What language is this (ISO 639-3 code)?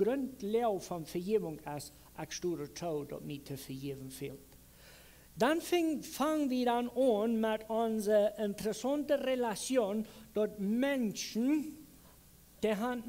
pdt